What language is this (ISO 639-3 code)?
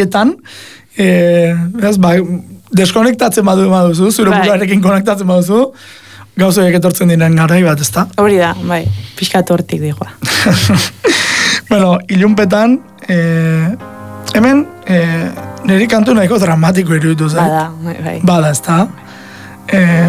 eus